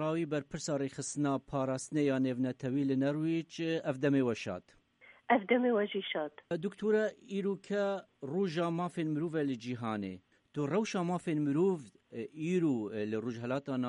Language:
Kurdish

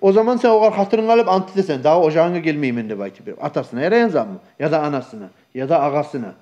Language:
Kumyk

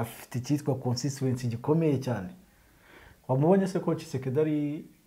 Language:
Kinyarwanda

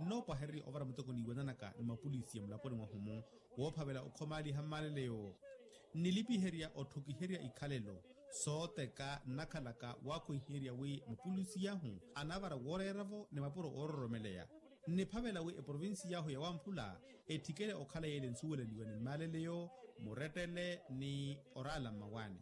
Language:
Makhuwa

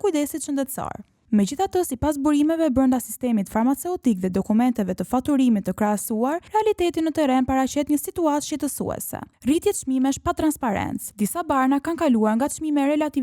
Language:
Albanian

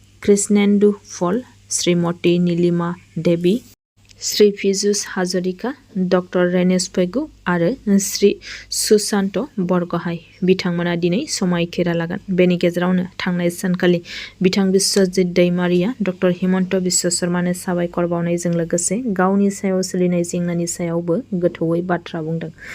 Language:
Bodo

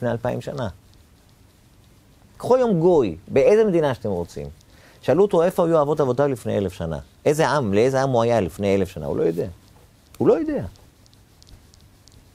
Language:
Hebrew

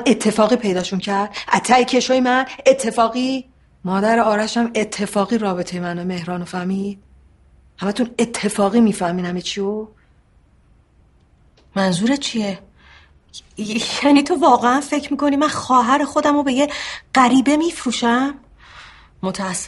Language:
Persian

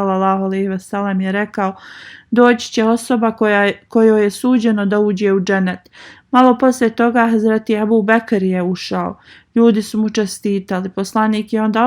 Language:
Bosnian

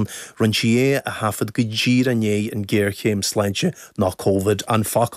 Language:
Irish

